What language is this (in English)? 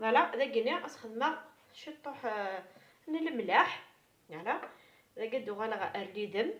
Kabyle